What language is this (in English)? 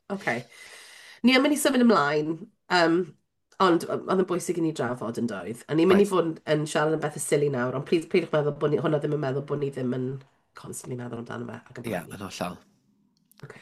Welsh